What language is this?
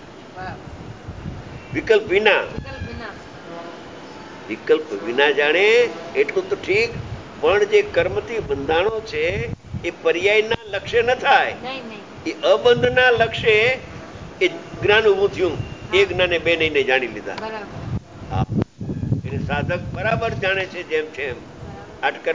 Gujarati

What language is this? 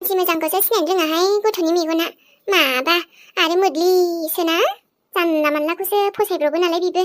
Bodo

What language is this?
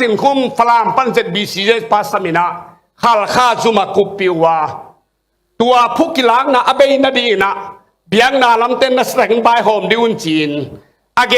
Tedim Chin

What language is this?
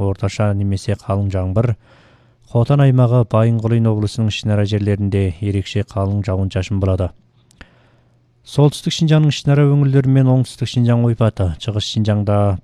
Kazakh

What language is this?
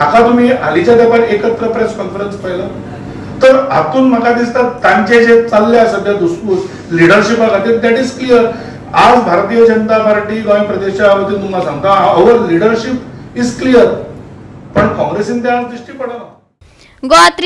Konkani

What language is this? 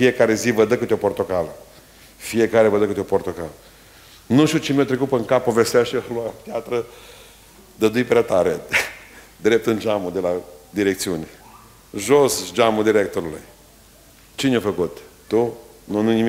Romanian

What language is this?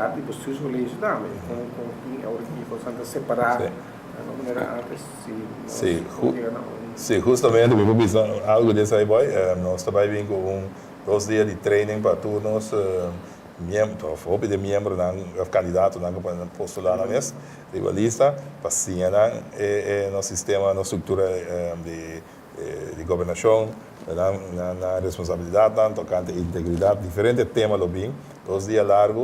Papiamento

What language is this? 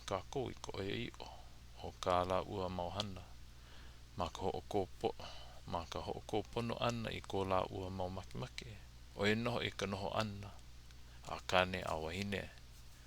Hawaiian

